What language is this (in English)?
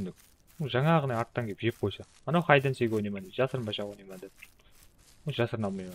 Kara-Kalpak